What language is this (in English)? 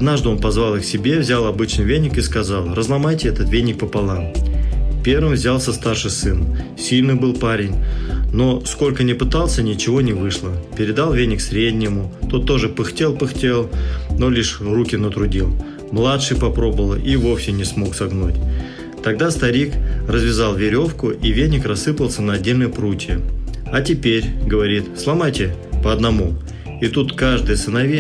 Russian